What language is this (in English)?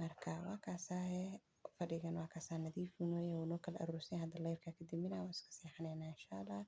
Somali